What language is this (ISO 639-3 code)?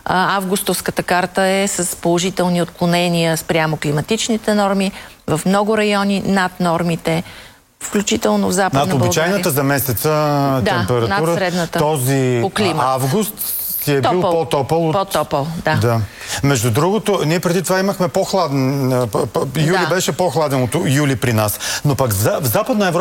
bul